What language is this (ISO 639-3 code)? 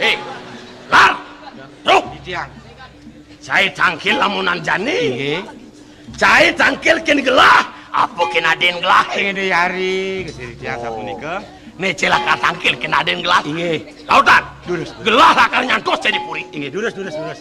ban